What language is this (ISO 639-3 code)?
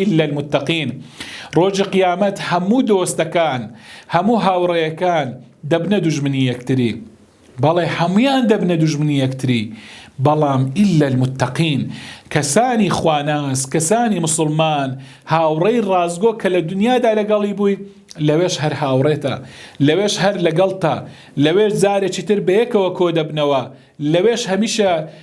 ckb